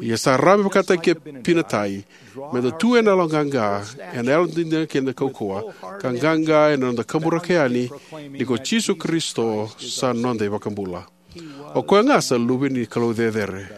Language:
Fijian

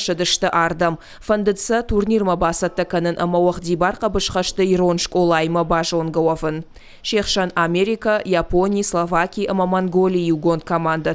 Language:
Ossetic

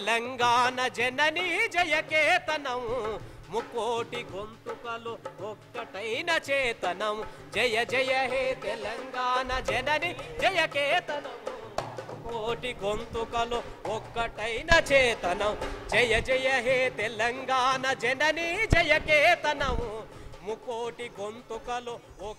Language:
Telugu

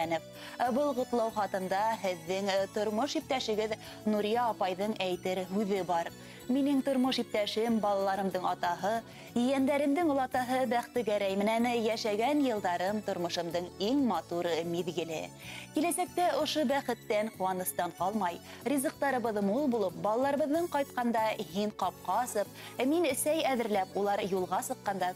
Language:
Bashkir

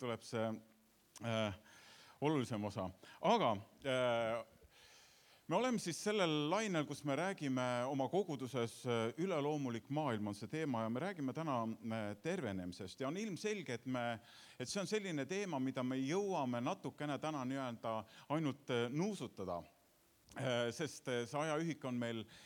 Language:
Estonian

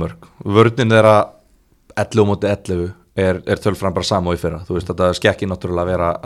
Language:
Icelandic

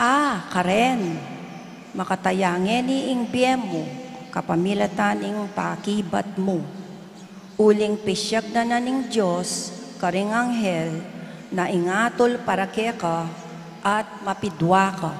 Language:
Pampanga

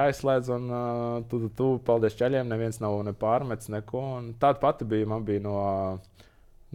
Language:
Latvian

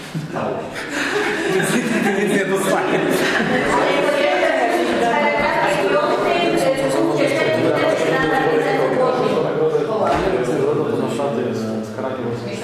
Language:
Polish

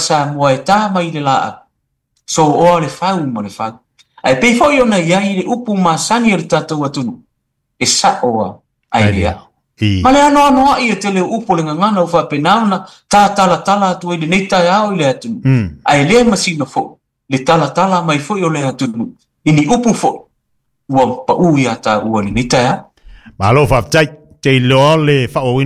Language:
Samoan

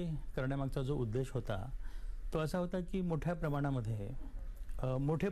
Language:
Marathi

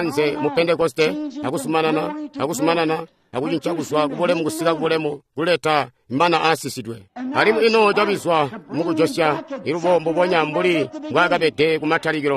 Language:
Tonga (Zambia)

